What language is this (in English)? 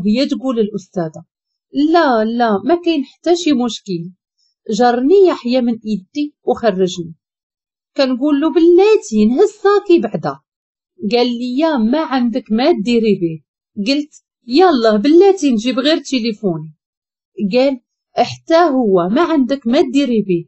Moroccan Arabic